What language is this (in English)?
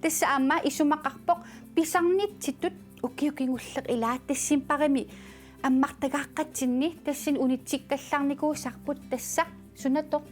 Kalaallisut